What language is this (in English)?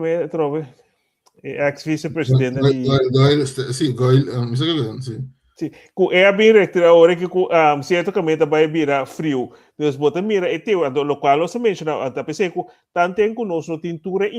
Papiamento